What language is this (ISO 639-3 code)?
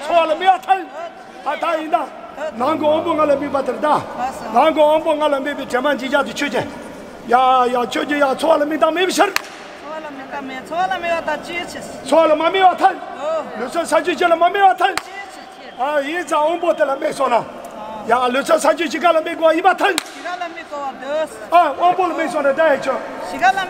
bod